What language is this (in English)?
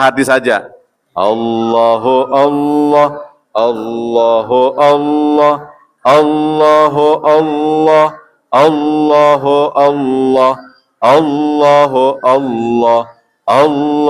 Sasak